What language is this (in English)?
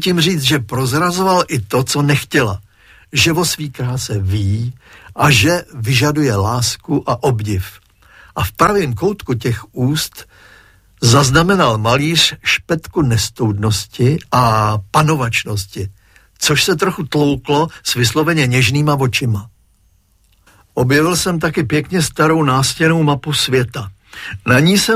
Czech